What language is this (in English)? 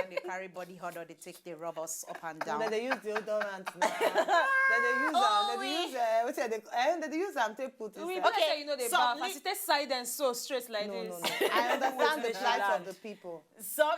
Nigerian Pidgin